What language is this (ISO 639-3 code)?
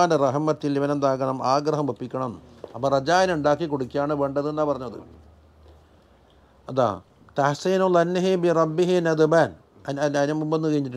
mal